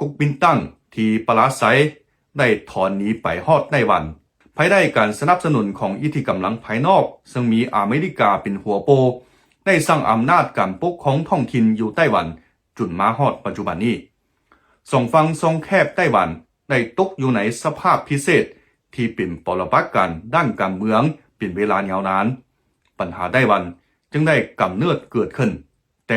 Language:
Lao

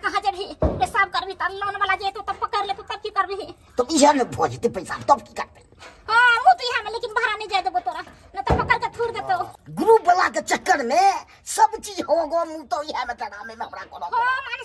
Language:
Maithili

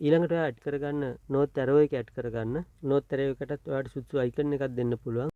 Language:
Sinhala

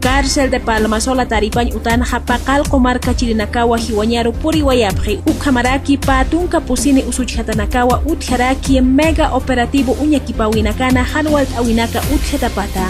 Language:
Aymara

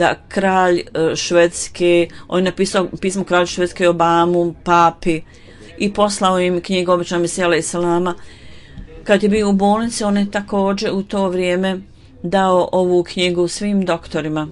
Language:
Bosnian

